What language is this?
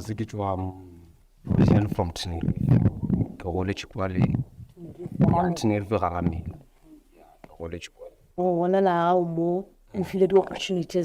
Northern Sotho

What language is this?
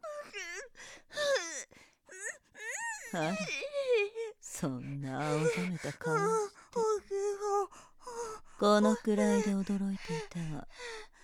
Japanese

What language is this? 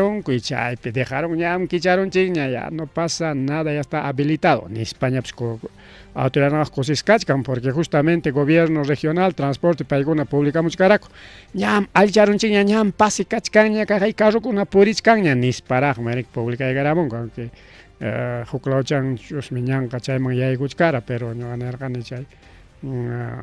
Ayacucho Quechua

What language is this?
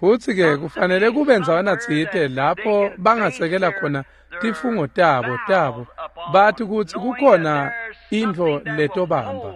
Swati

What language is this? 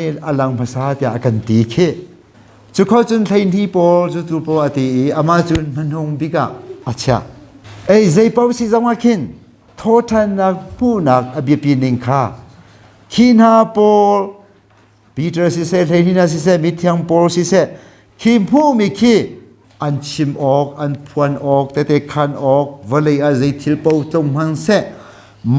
Hakha Chin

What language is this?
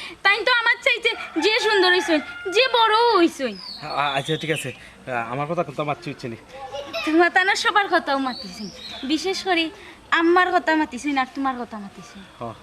Sylheti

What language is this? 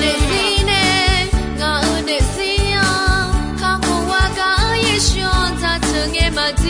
Akha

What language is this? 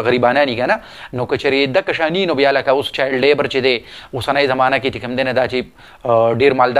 Pashto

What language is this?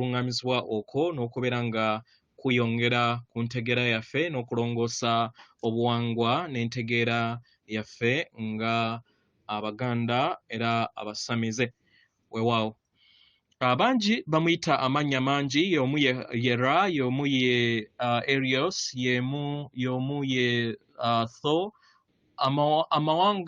Ganda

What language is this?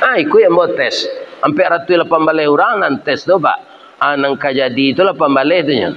Minangkabau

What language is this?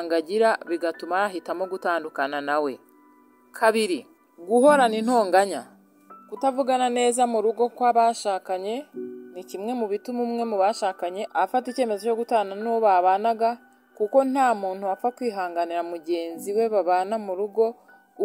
Kinyarwanda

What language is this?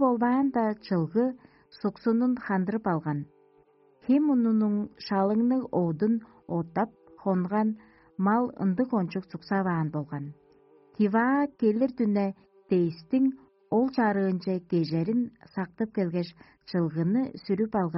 Tuvinian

